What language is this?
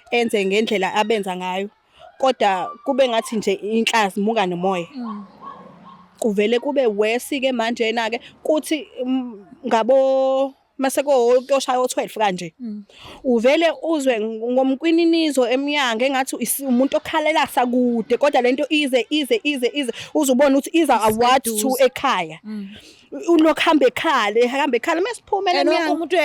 Zulu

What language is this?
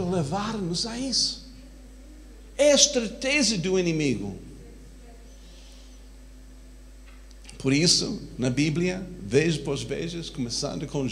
Portuguese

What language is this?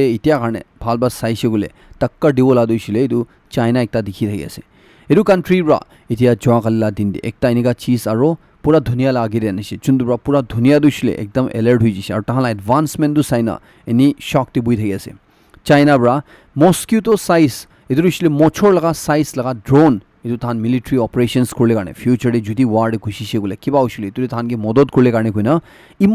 Naga Pidgin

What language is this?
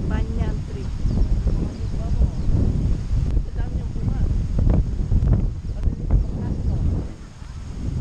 Filipino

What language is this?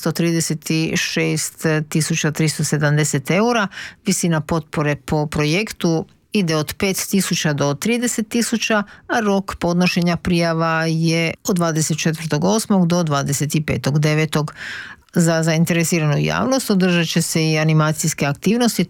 Croatian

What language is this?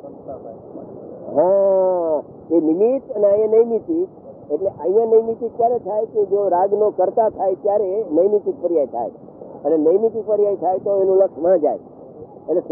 Gujarati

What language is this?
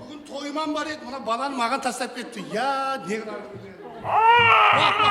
Kara-Kalpak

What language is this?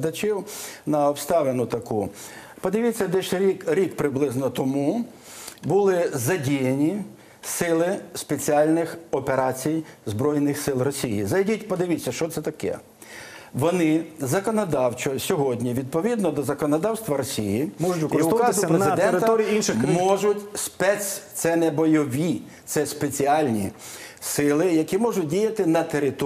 Ukrainian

